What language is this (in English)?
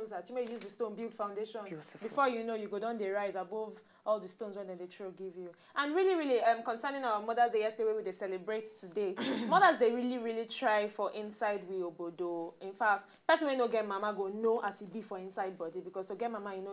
Nigerian Pidgin